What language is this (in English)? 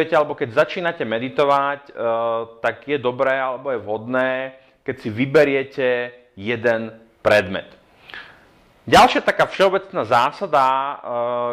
Slovak